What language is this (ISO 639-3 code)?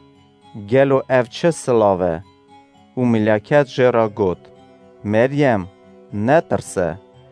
kur